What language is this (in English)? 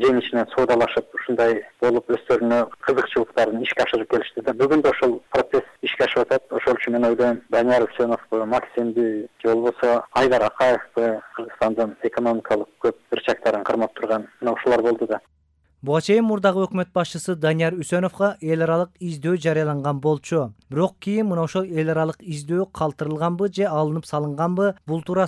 Kyrgyz